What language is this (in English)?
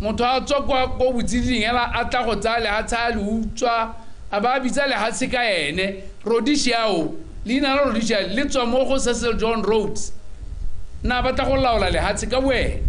Tswana